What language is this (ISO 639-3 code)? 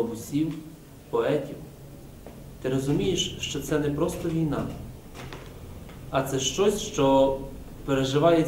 ukr